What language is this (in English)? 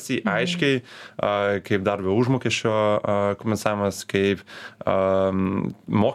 Lithuanian